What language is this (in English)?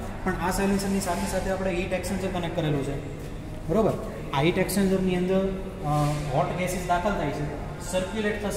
Gujarati